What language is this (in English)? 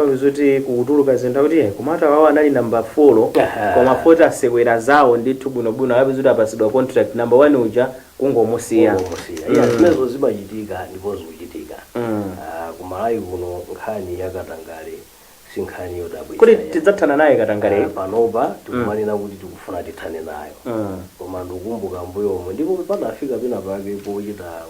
Nyanja